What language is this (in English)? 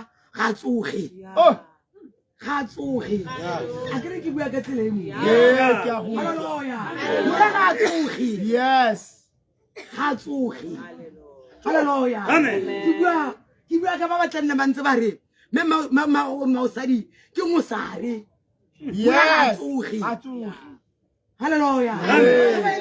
Tswana